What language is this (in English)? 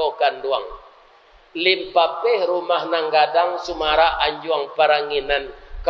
Minangkabau